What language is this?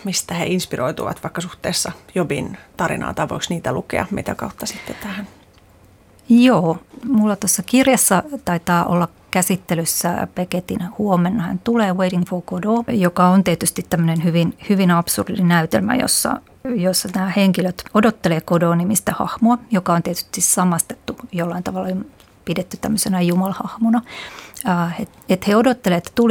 Finnish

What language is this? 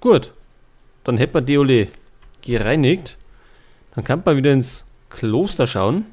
Bavarian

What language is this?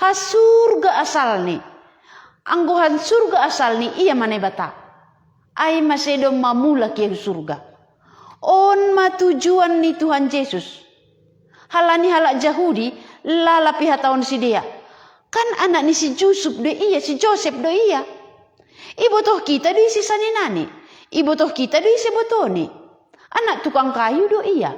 Batak Simalungun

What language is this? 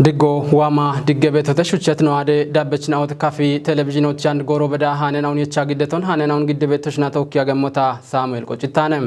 Kafa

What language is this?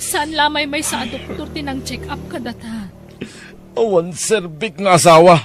Iloko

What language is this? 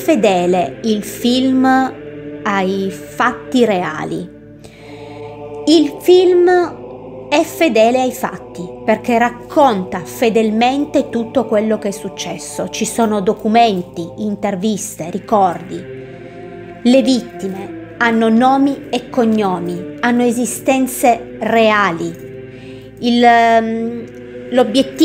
Italian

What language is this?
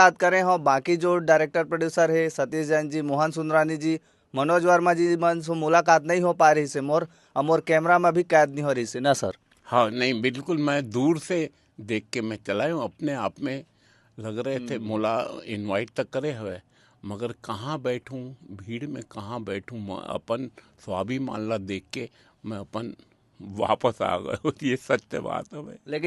Chhattisgarhi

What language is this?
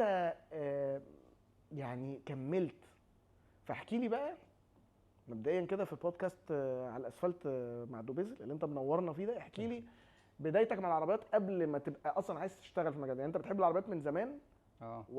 Egyptian Arabic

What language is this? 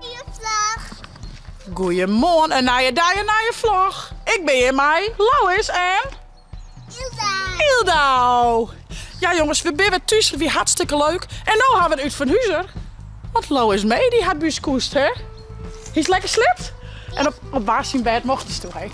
Western Frisian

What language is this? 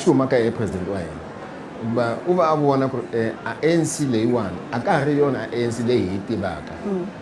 Tsonga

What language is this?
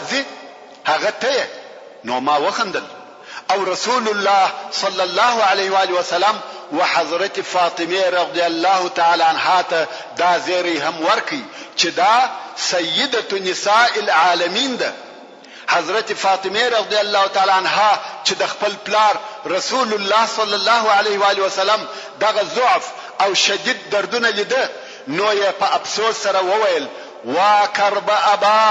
Pashto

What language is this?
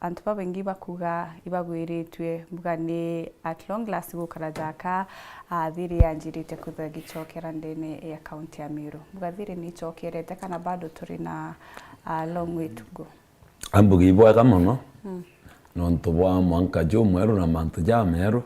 Meru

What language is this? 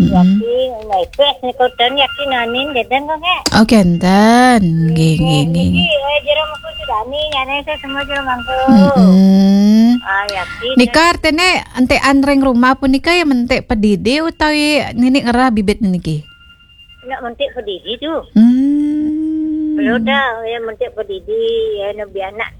Balinese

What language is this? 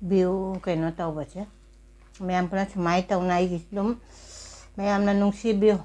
Manipuri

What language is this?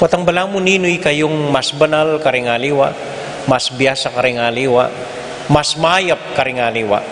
Pampanga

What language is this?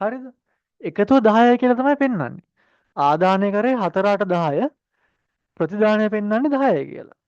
Sinhala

